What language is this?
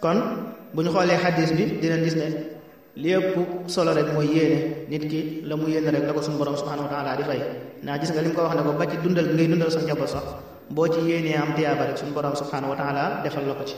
Wolof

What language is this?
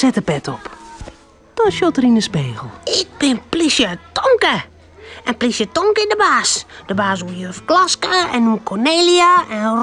Western Frisian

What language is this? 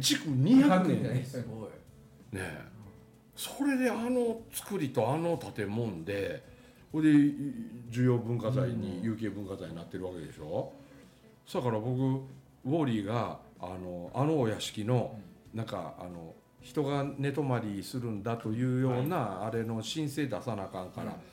Japanese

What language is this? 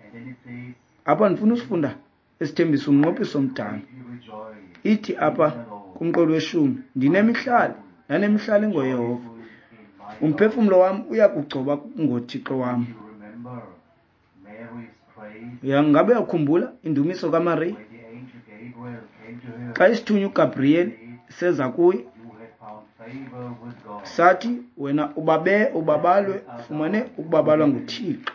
Xhosa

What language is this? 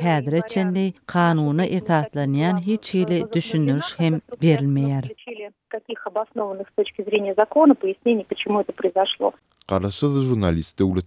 Turkmen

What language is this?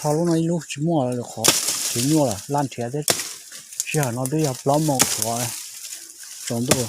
Hmong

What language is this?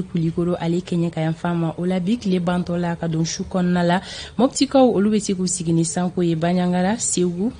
Bambara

